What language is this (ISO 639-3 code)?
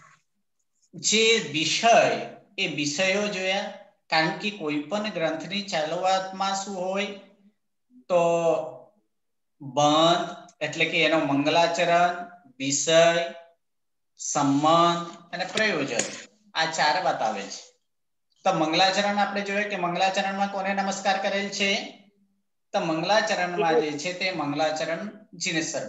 guj